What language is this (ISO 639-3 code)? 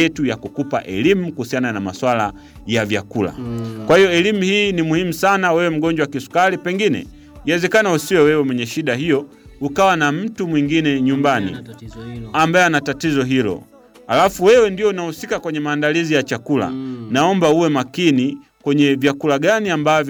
swa